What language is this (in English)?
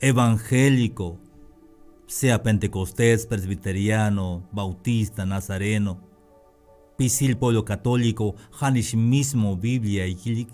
Tzeltal